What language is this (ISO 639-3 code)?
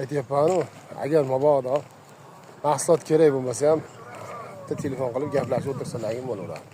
uzb